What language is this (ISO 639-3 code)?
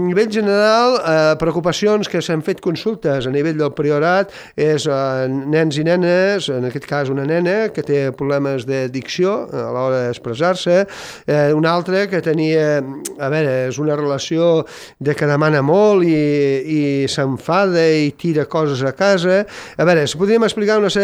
cat